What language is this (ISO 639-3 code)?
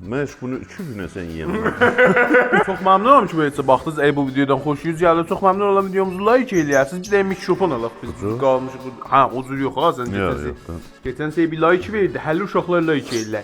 azb